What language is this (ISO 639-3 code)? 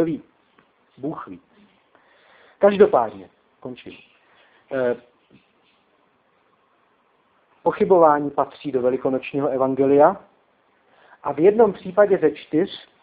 ces